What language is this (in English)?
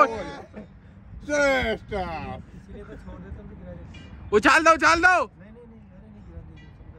Hindi